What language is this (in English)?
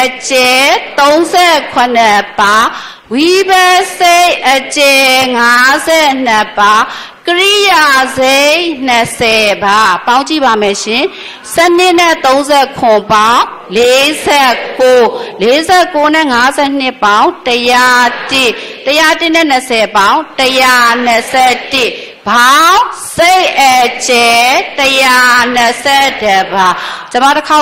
Burmese